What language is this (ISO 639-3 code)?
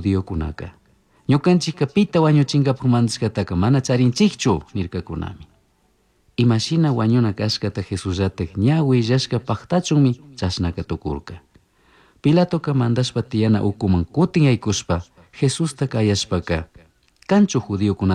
qug